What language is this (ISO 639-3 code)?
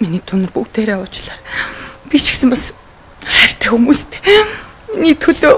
mon